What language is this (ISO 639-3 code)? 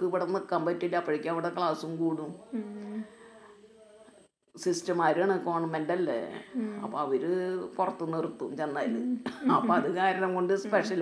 mal